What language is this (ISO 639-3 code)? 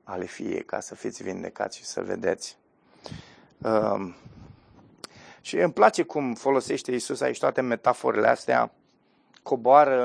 ron